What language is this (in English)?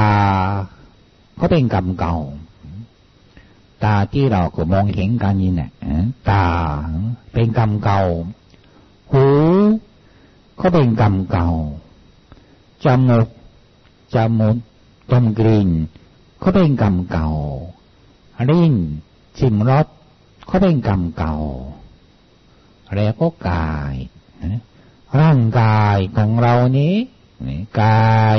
Thai